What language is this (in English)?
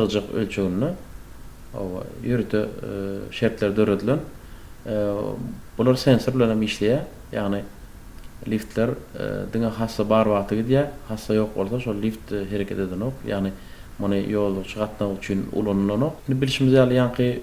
Turkmen